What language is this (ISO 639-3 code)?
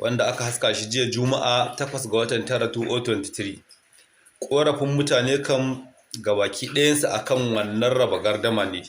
hau